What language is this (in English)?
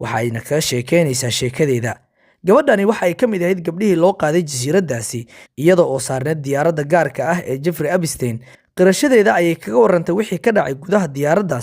Somali